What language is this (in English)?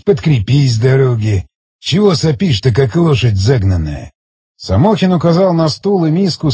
Russian